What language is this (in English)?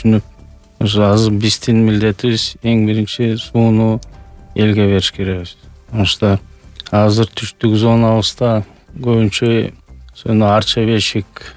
Kyrgyz